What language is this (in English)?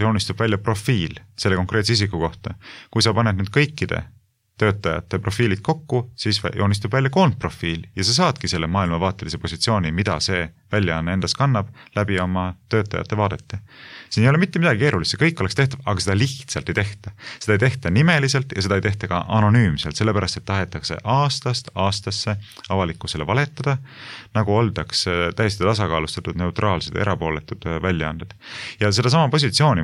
Estonian